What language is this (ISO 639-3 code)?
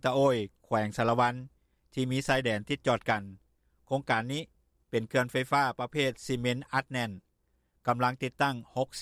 lao